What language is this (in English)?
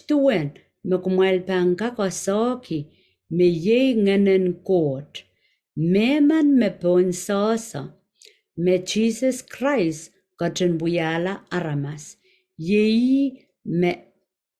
Pohnpeian